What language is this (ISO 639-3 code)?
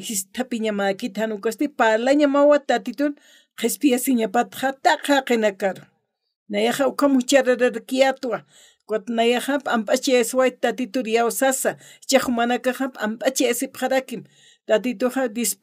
aym